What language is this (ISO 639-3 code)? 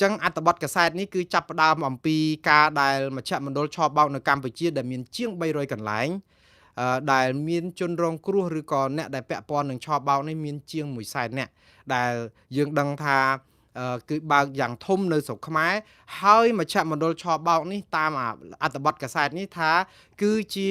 khm